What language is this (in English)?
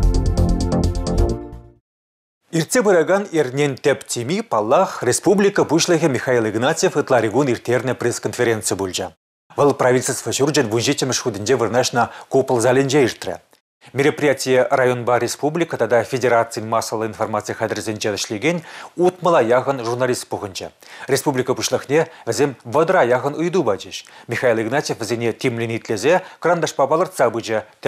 Chuvash